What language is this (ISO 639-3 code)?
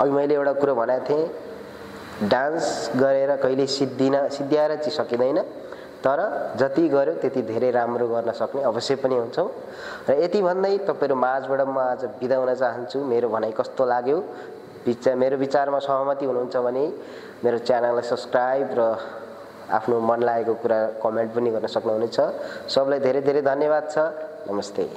nep